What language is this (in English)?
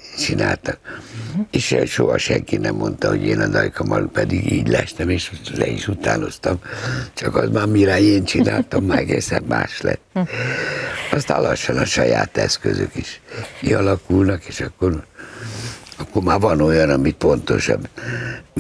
Hungarian